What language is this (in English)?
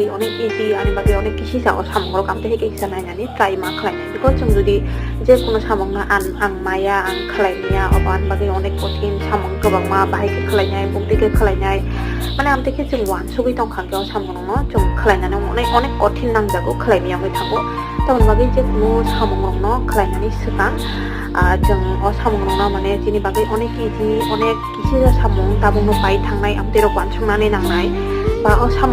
Kok Borok